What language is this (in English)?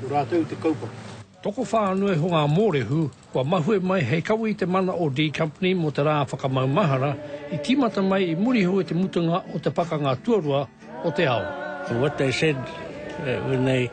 Māori